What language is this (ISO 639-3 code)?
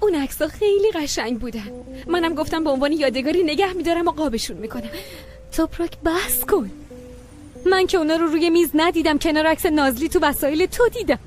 fas